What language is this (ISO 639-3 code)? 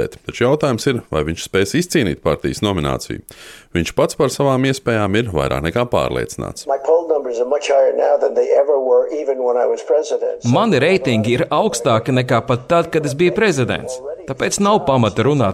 lav